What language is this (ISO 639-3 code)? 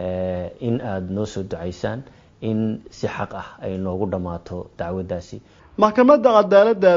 som